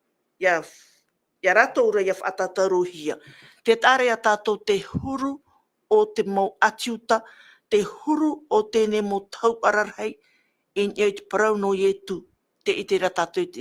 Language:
Tahitian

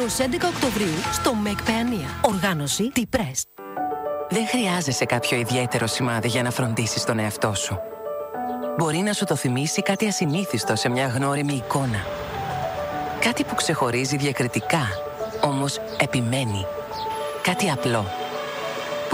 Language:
Greek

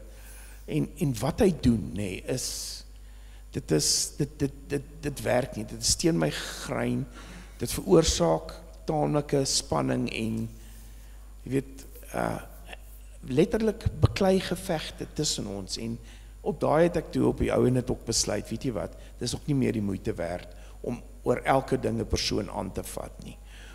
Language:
Afrikaans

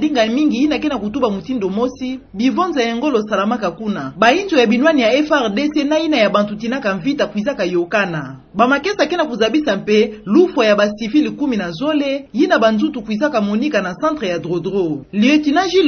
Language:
Kituba (Democratic Republic of Congo)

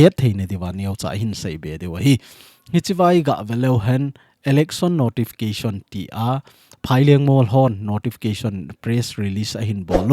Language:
Thado Chin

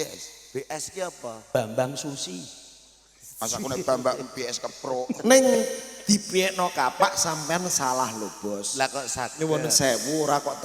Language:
Javanese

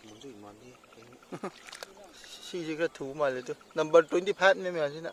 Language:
Manipuri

